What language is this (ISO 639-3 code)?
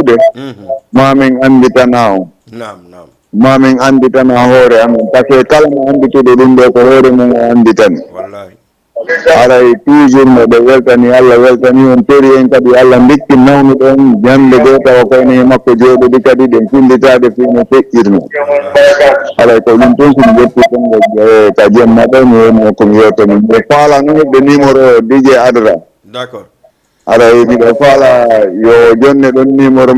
ful